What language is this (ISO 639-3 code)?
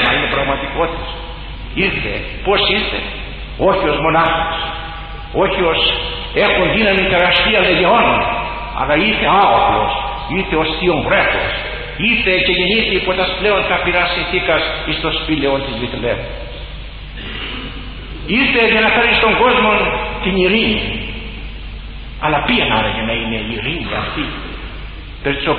ell